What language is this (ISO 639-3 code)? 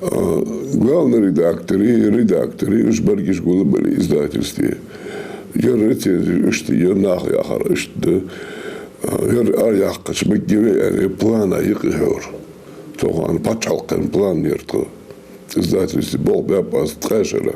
inh